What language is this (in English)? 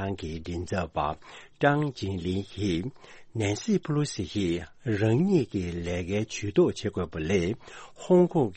Tibetan